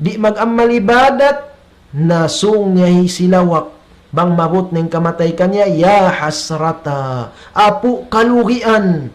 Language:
Tausug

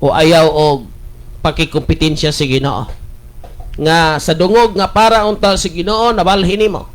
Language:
Cebuano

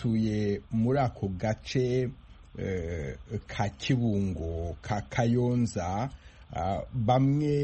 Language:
Kinyarwanda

